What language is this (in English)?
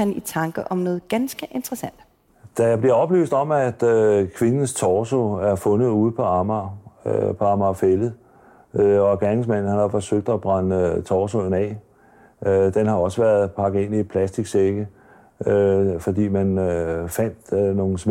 Danish